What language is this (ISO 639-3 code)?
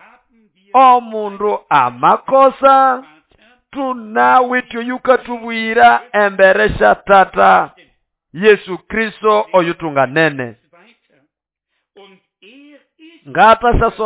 nnb